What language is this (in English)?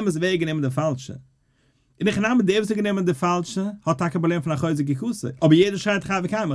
Yiddish